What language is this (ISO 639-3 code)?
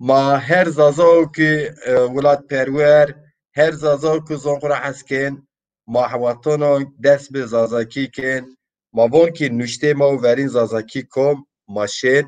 zza